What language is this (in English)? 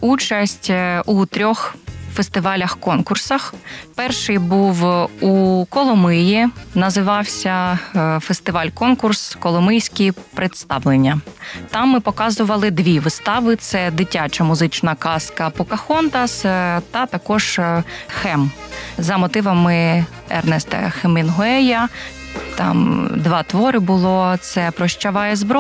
Ukrainian